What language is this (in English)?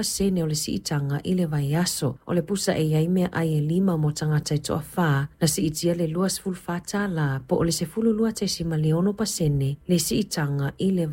Samoan